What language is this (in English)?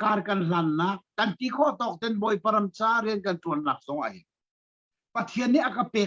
Hakha Chin